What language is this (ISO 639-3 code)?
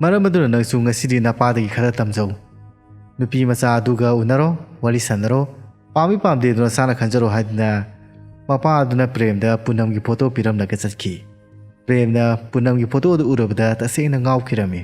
mni